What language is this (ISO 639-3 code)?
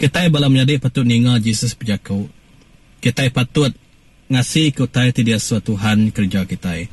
iba